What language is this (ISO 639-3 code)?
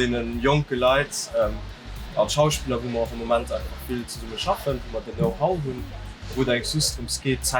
ltz